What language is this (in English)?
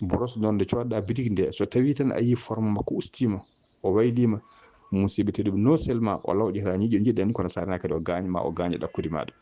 Fula